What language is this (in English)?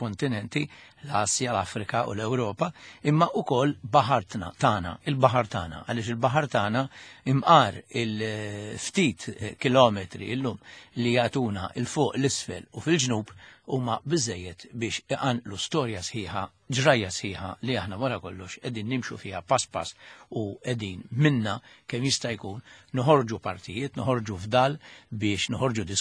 Maltese